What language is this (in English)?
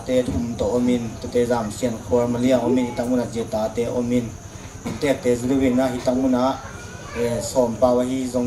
Tedim Chin